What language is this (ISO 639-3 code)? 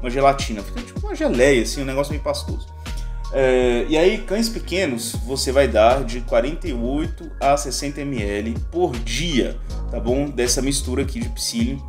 por